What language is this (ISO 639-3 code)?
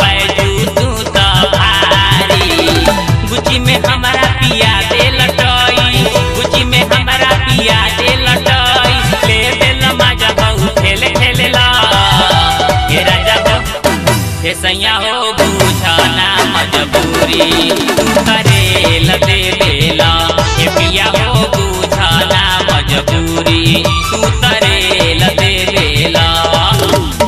bho